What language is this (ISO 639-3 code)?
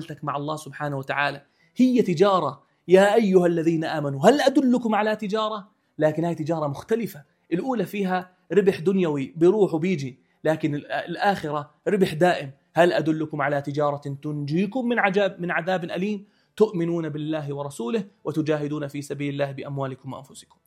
apc